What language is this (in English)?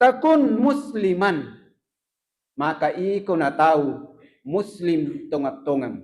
Buginese